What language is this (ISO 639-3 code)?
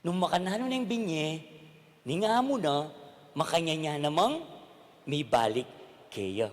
pam